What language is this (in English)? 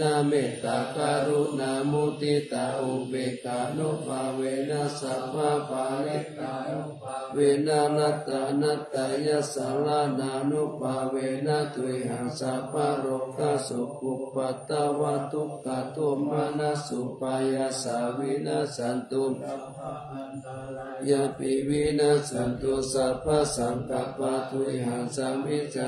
Pali